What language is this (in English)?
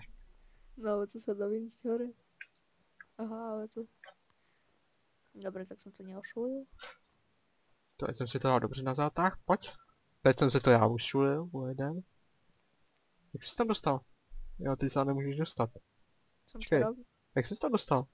Czech